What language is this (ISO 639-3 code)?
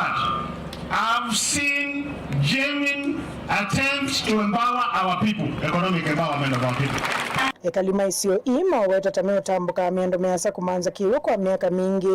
kam